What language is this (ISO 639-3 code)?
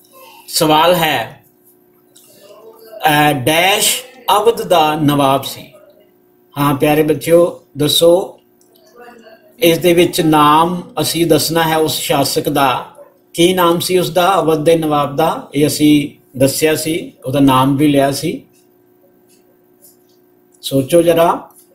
pan